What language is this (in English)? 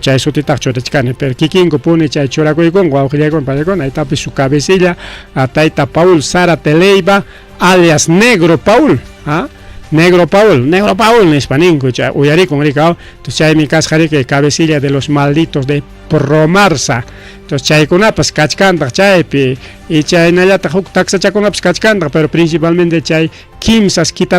Ayacucho Quechua